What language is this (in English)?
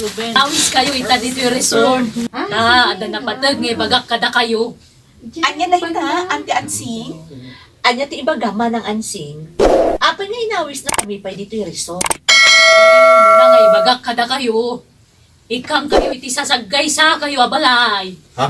Iloko